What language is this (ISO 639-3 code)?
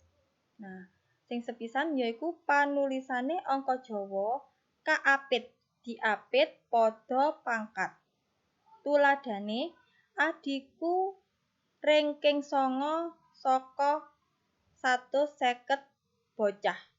jav